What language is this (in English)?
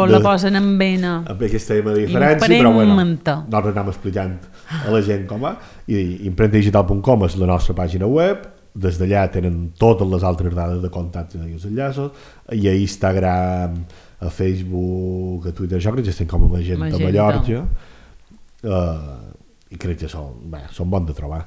Catalan